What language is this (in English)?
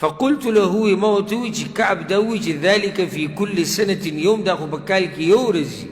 Pashto